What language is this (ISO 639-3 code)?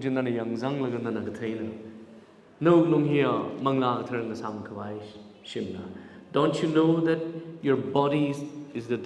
nmf